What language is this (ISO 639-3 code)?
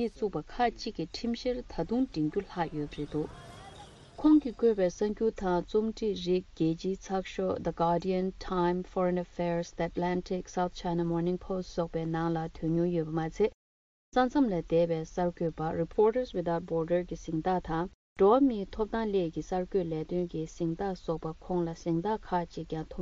bod